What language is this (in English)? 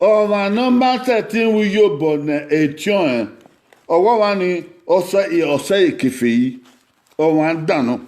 Bini